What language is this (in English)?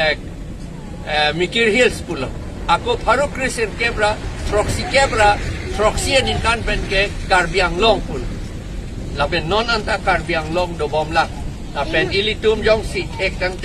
Karbi